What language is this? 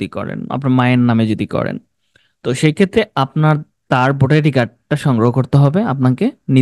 Bangla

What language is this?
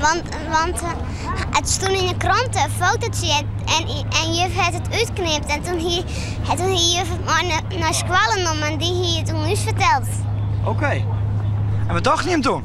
Western Frisian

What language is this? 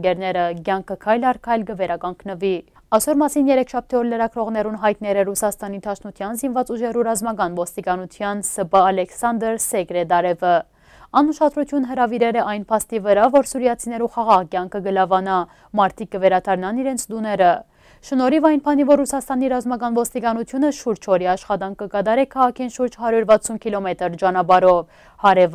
Western Armenian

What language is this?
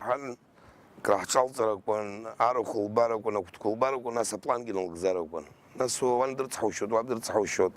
Abkhazian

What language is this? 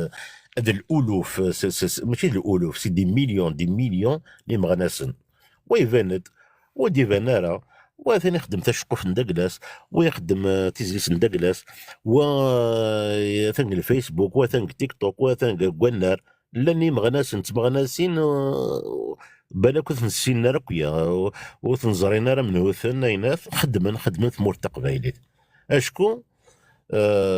Kabyle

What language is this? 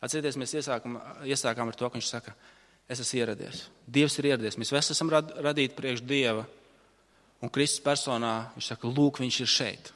Latvian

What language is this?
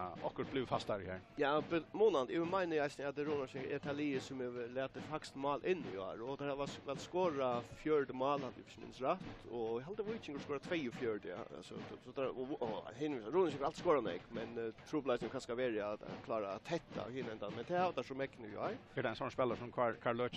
Faroese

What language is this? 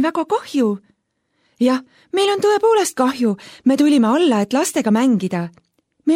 Estonian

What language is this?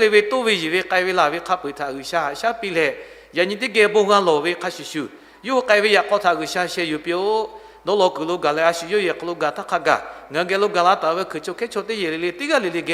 Lahu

